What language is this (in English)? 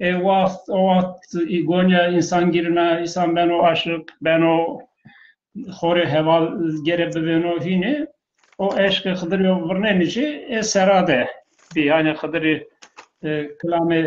Zaza